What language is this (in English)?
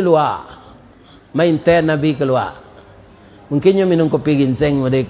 Minangkabau